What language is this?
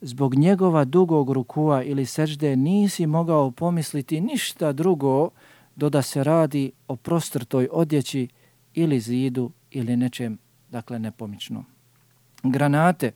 Bosnian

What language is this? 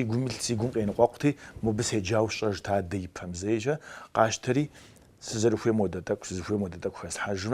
Kabardian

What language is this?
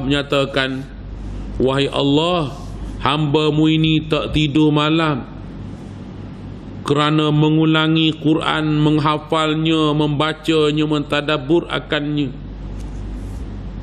Malay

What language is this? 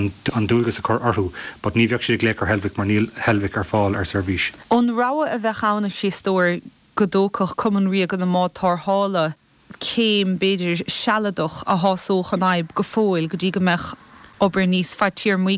Irish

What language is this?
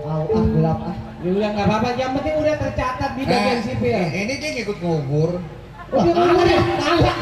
Betawi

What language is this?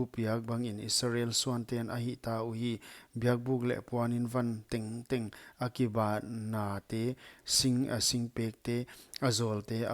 Paite Chin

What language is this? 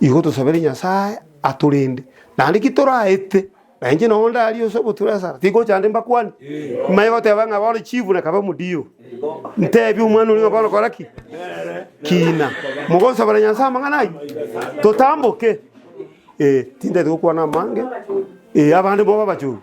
Gusii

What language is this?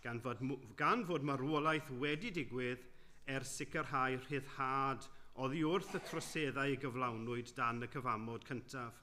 Welsh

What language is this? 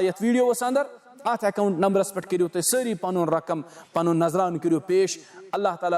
Kashmiri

